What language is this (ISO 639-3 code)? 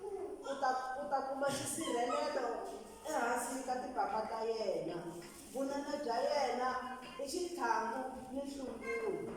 tso